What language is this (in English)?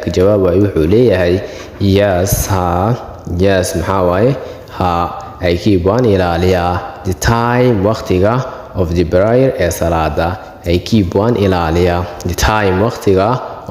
Somali